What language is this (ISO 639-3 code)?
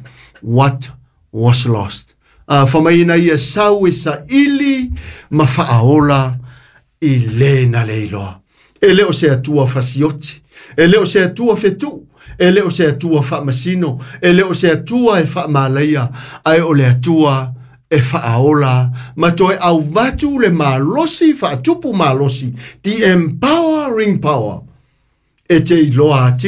smo